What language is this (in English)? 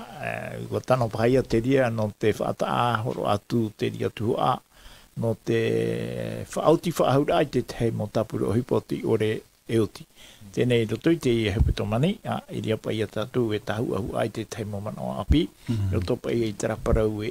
Tahitian